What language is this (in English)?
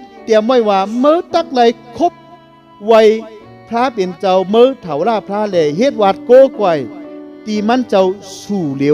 Shan